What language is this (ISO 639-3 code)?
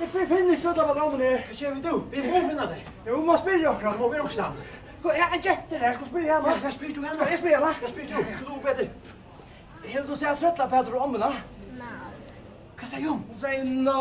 fao